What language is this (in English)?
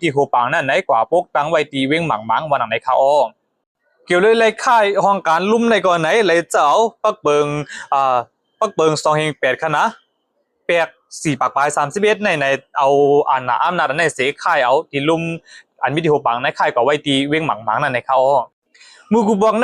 Shan